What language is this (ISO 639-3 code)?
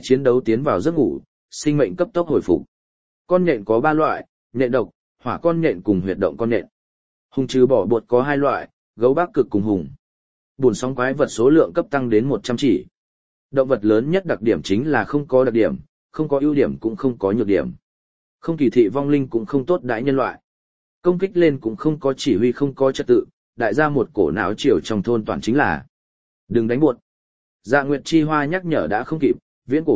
vie